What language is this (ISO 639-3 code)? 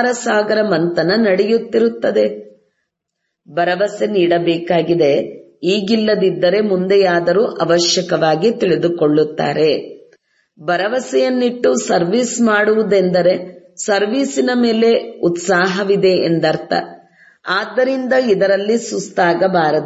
kan